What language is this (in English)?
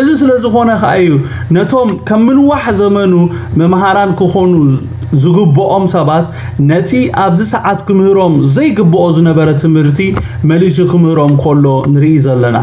Tigrinya